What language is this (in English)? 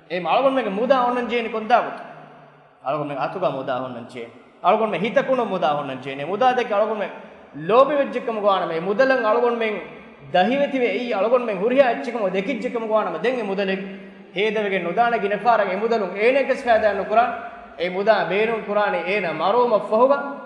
Divehi